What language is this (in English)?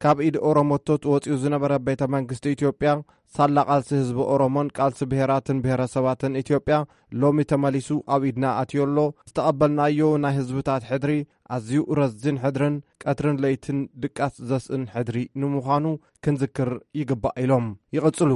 Tigrinya